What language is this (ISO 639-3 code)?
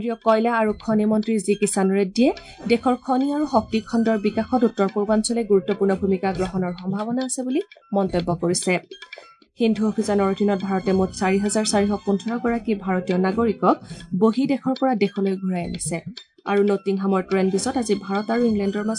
asm